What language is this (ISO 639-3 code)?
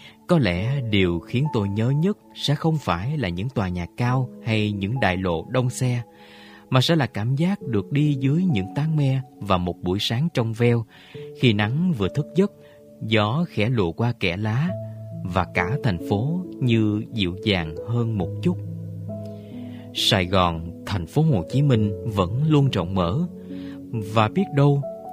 vie